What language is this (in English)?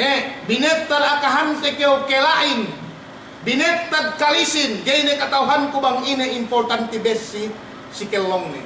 Yakan